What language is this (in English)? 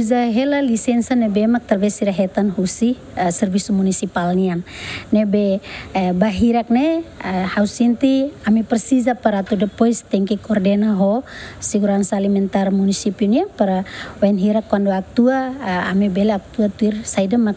Tetum